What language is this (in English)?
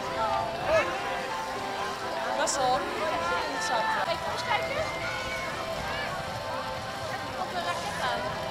Dutch